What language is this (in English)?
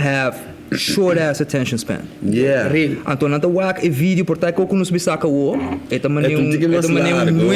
Papiamento